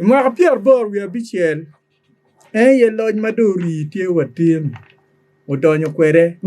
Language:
Acoli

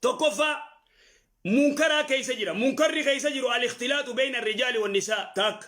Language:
Oromo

